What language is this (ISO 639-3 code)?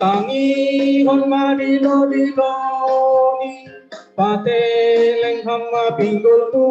bts